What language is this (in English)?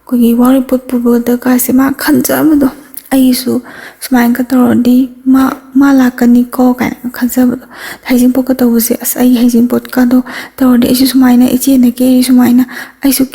Manipuri